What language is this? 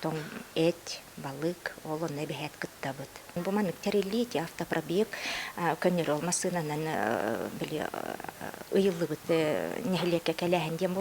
Yakut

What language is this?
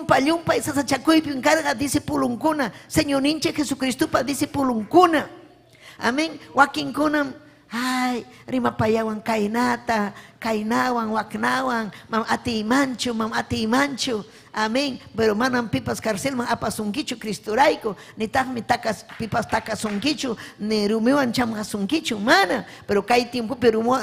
Ayacucho Quechua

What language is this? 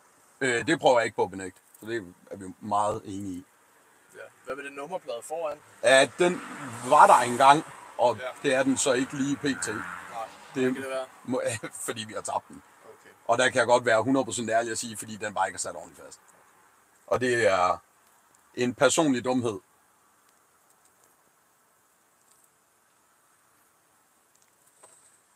Danish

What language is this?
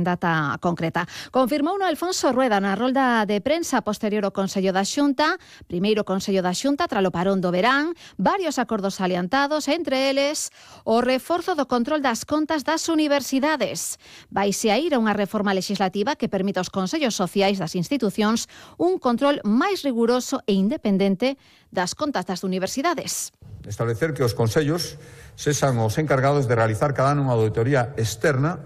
Galician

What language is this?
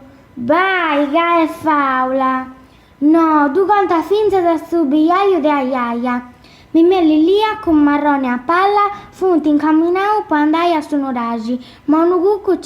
Sardinian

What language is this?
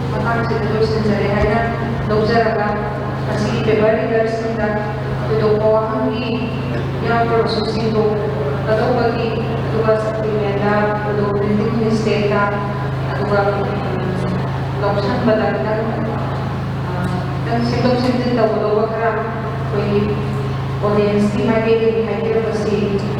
Manipuri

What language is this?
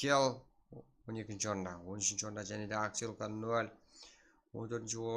Kara-Kalpak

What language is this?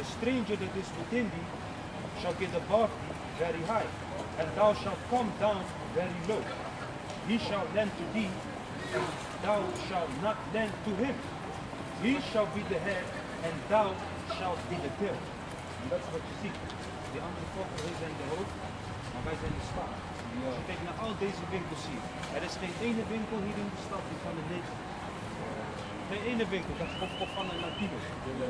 Dutch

